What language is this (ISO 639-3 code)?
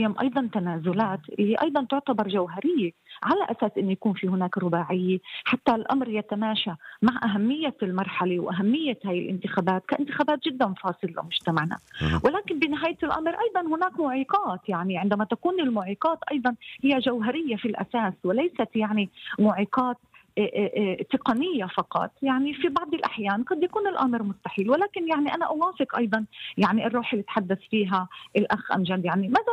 apc